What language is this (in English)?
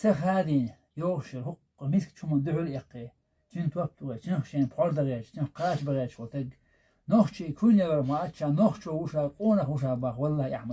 Chechen